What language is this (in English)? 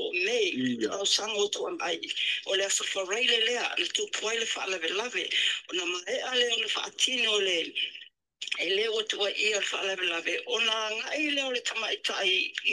Samoan